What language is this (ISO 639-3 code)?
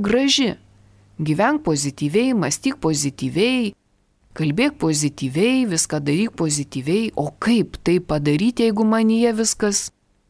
lit